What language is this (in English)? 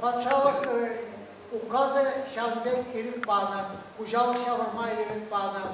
Chuvash